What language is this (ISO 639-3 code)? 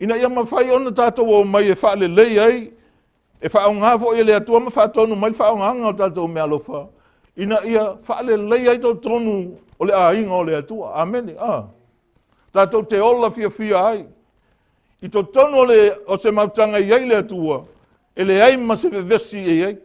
smo